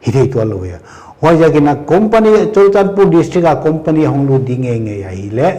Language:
Paite Chin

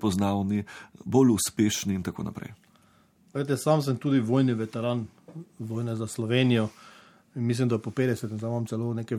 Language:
Slovenian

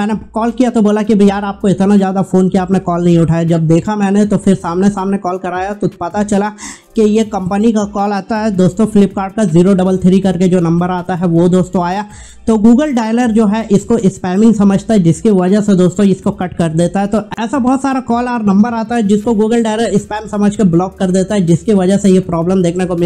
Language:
Hindi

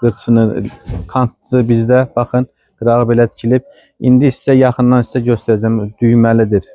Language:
Azerbaijani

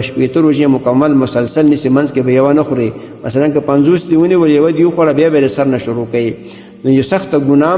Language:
Pashto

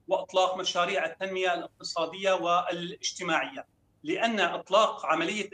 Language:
Arabic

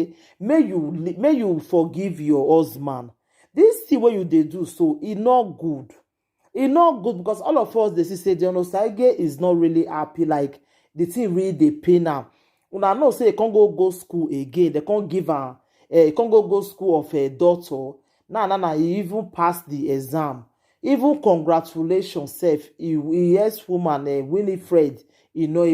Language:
Nigerian Pidgin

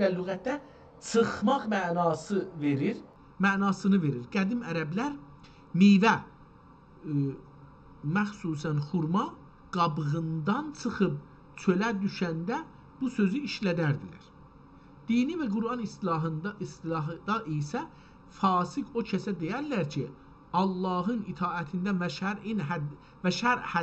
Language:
South Azerbaijani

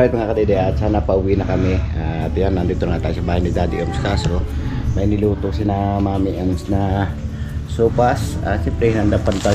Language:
Filipino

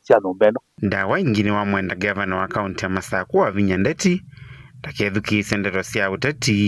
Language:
Kamba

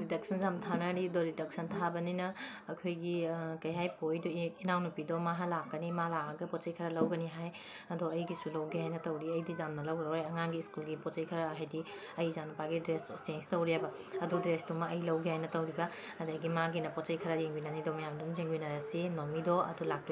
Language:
Manipuri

